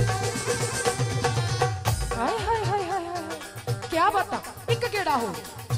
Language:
Punjabi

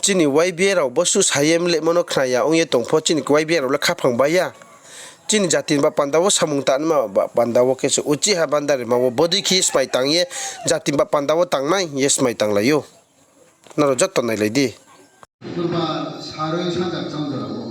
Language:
Riang (India)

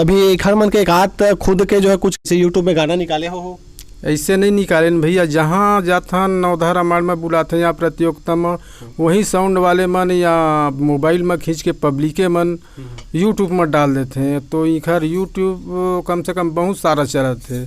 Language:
Chhattisgarhi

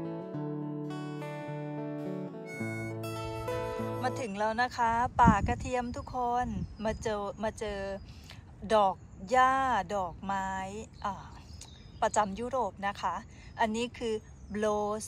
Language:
Thai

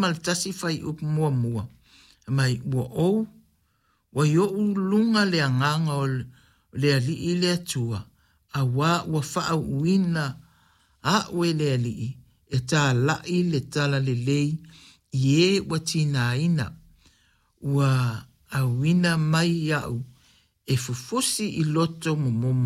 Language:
Samoan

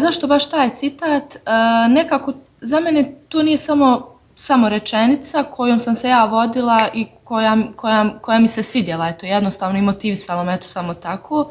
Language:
Bosnian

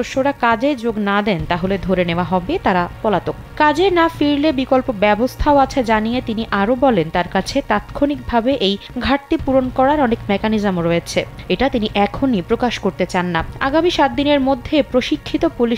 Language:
Bangla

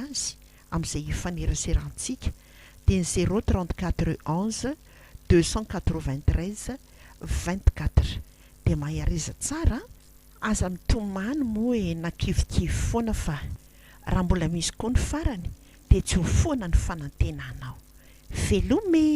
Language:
Malagasy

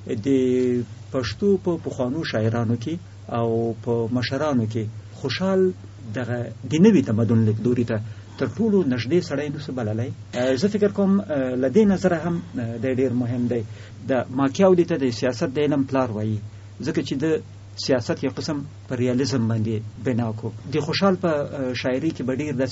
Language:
Pashto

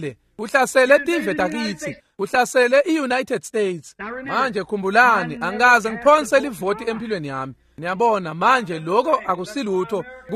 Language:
Swati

